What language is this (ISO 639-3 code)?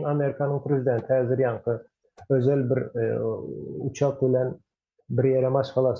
tuk